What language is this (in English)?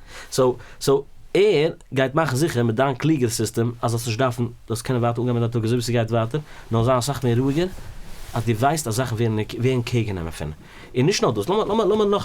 Yiddish